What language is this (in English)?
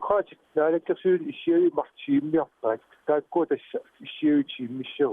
Kalaallisut